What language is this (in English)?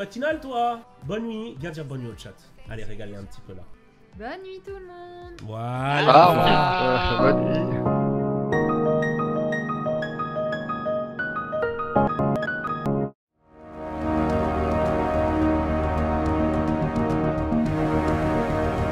French